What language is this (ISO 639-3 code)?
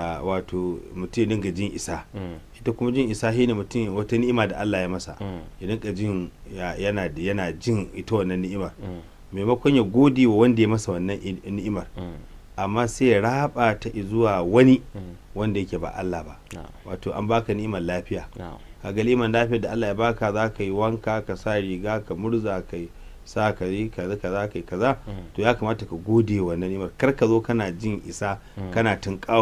hau